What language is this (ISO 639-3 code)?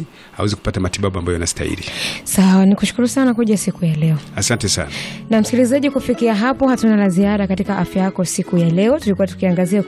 swa